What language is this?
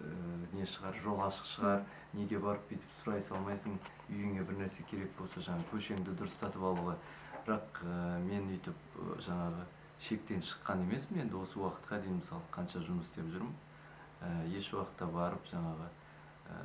Kazakh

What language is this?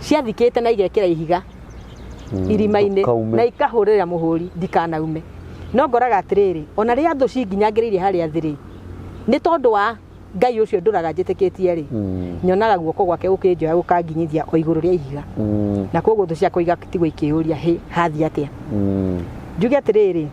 Kikuyu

